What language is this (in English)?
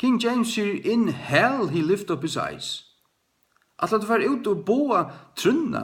Faroese